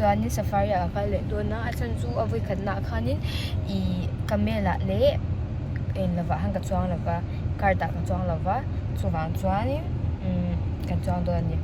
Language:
Mizo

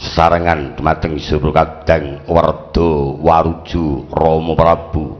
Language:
Javanese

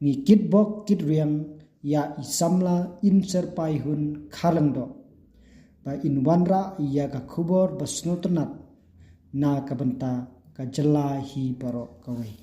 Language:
Khasi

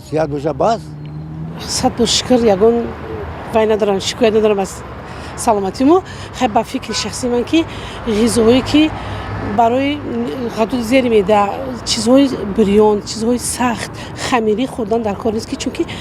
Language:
Tajik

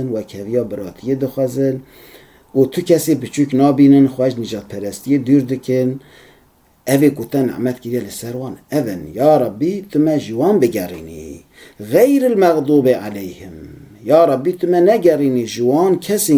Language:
Kurdish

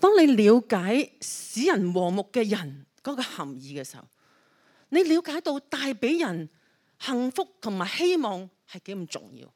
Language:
Cantonese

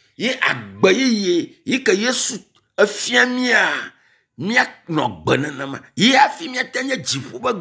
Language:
Ewe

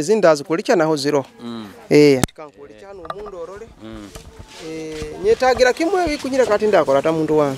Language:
Nyoro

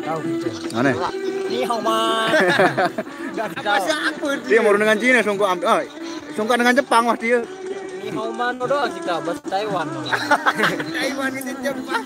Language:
Sasak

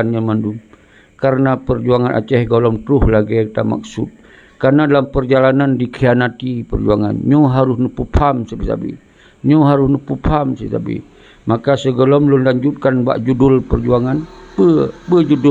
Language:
Achinese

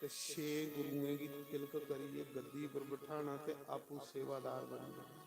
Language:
Dogri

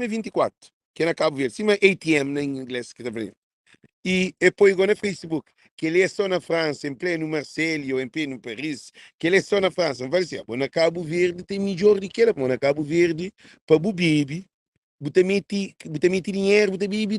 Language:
Kabuverdianu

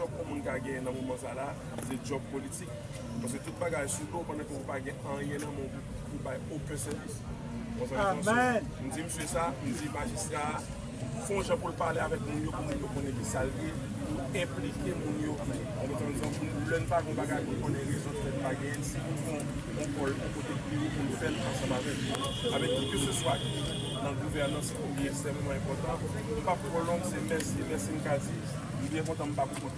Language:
Haitian Creole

